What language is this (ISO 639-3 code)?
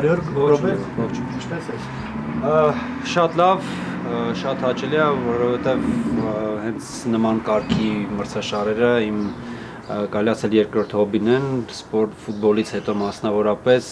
hye